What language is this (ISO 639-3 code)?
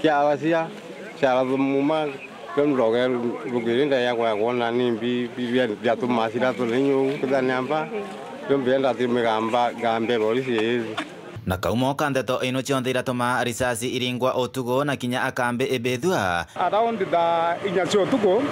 mer